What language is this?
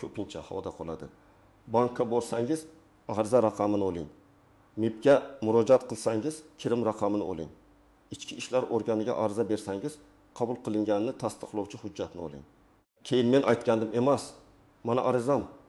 Uzbek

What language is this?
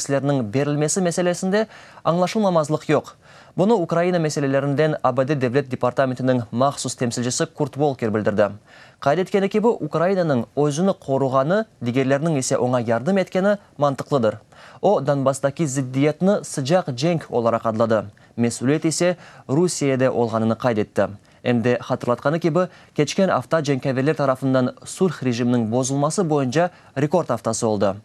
Crimean Tatar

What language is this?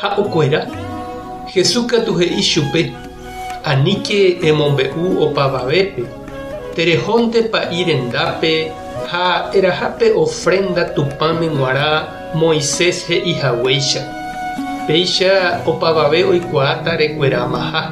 Guarani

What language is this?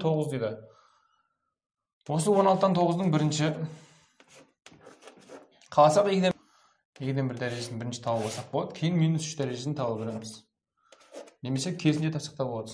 Kazakh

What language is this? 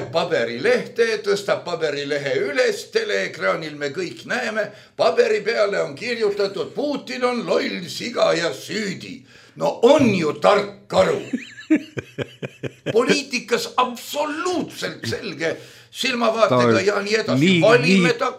Estonian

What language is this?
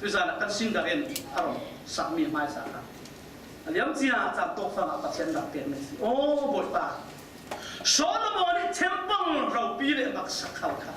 Falam Chin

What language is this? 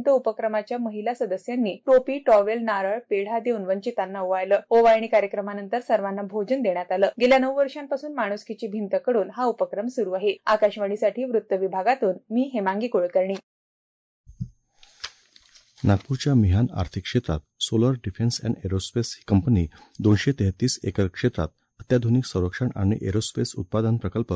Marathi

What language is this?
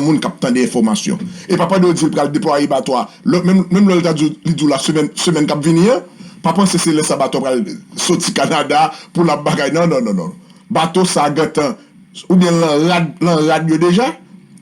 Haitian Creole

